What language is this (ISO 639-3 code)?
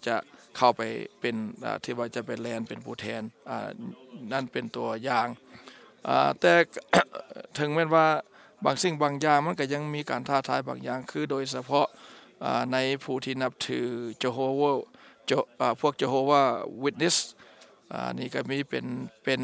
tha